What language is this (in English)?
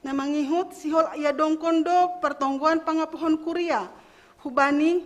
Batak Simalungun